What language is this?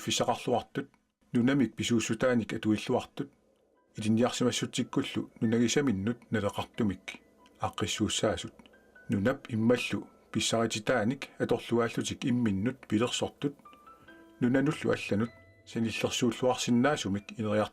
Kalaallisut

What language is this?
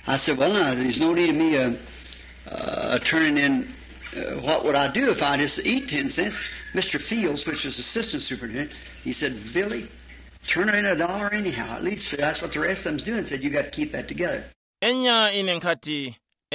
Tumbuka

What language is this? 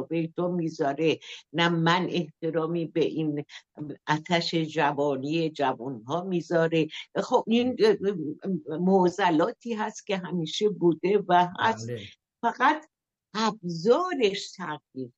Persian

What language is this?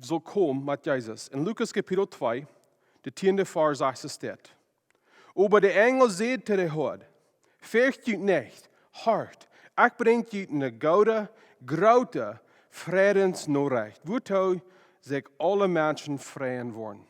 Plautdietsch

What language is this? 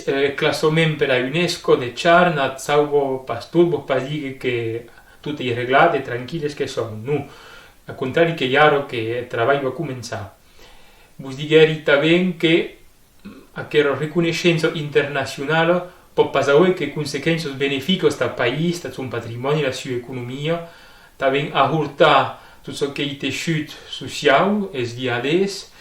Occitan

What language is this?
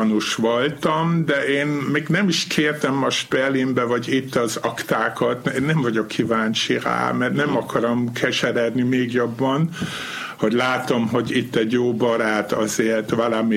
Hungarian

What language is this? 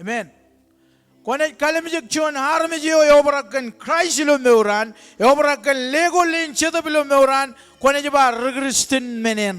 Marshallese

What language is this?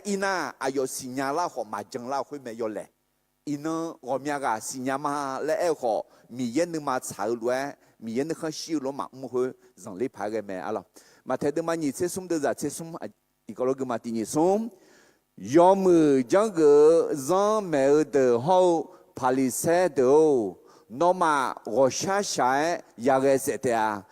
Akha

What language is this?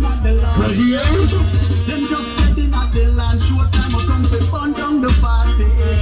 Jamaican Creole English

